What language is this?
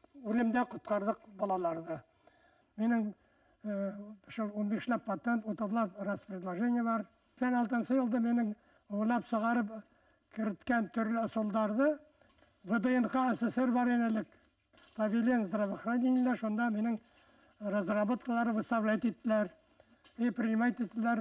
Bashkir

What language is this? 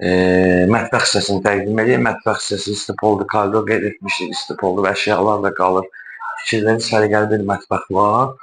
Azerbaijani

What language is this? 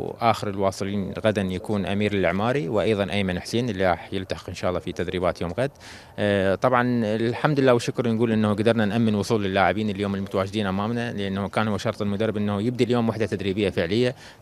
Mesopotamian Arabic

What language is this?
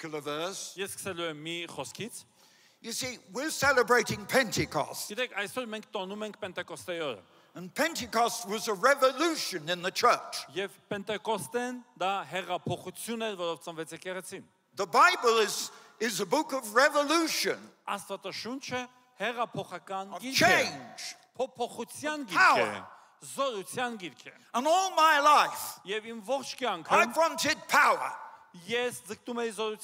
Armenian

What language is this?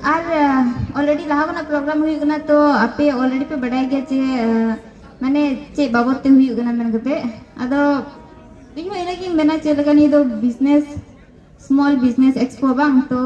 Santali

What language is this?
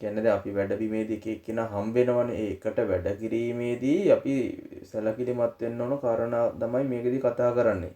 Sinhala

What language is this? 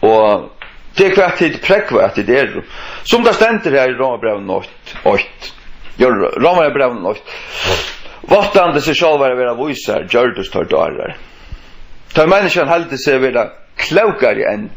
Faroese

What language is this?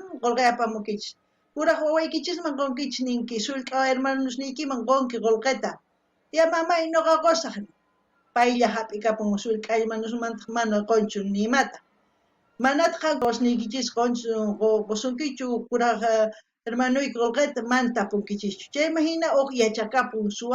South Bolivian Quechua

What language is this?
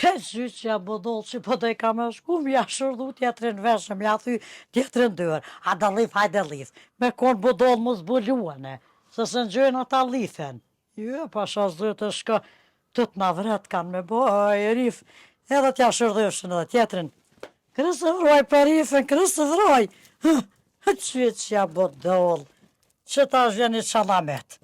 Albanian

